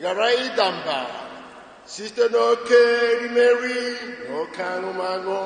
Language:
Igbo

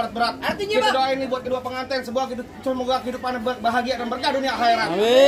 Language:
Betawi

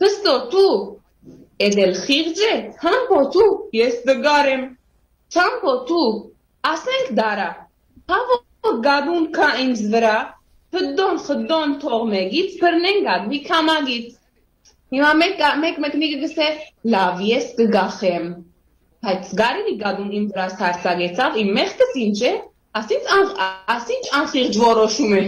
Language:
Western Armenian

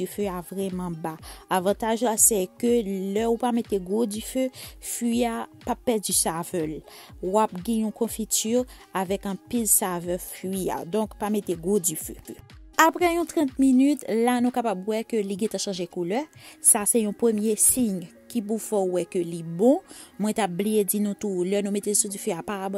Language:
Haitian Creole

